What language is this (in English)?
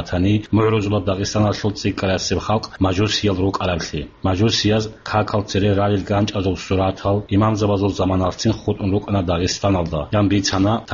Avaric